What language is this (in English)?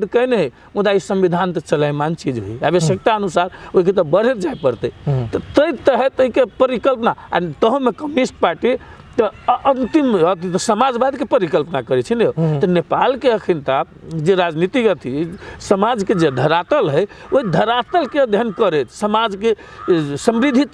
Maithili